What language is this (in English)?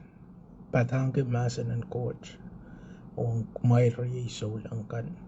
Pohnpeian